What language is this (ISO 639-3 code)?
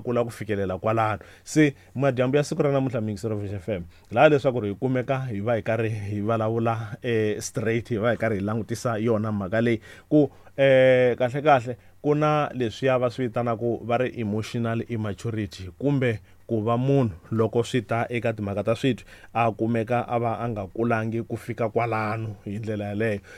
tso